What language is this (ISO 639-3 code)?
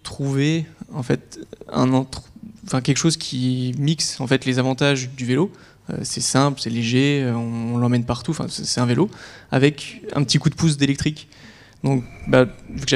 fra